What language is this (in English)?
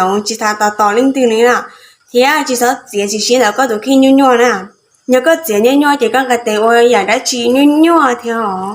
Hmong